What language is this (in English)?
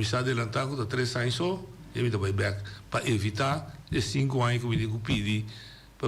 Papiamento